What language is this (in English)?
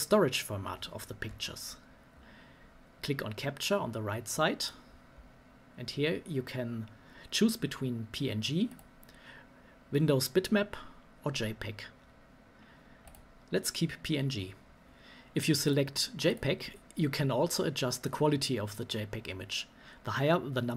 English